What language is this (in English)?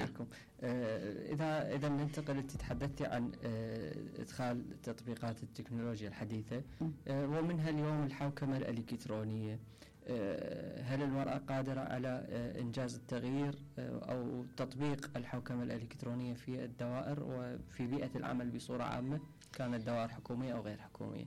Mesopotamian Arabic